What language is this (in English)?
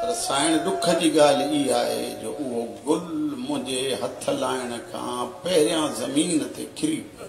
Sindhi